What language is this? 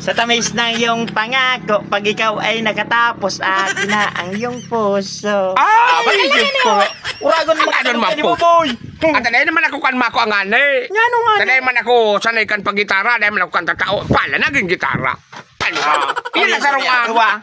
Bikol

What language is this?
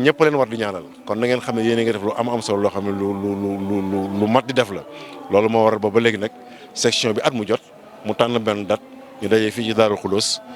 Wolof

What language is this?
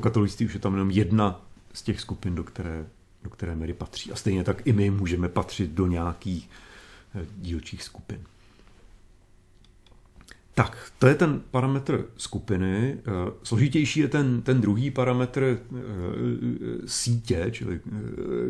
Czech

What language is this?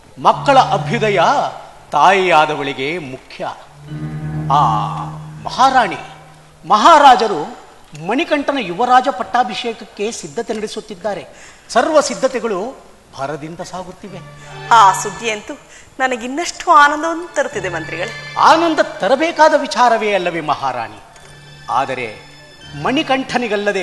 Kannada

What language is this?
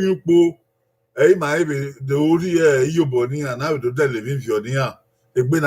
Bini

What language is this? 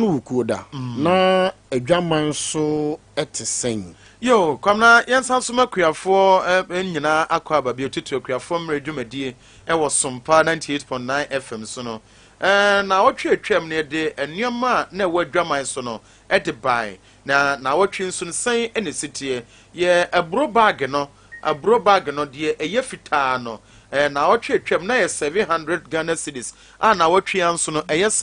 Akan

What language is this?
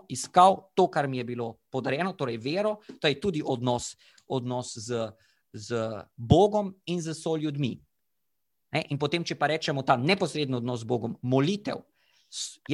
Slovenian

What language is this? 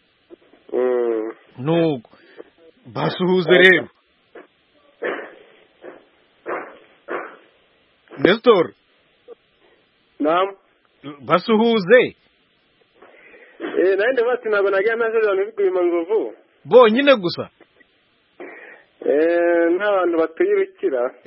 Kinyarwanda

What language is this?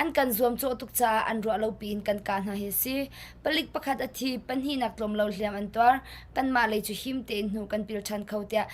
Hakha Chin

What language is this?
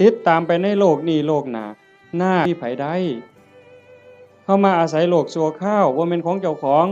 Northeastern Thai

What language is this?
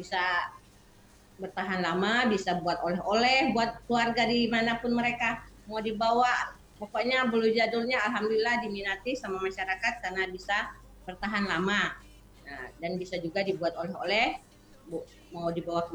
Indonesian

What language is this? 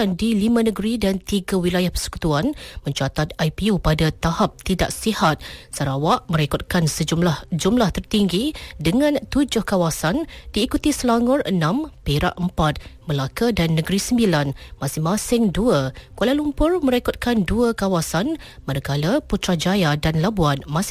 Malay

